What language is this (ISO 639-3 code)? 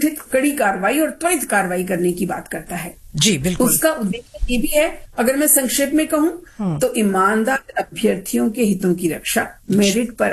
hin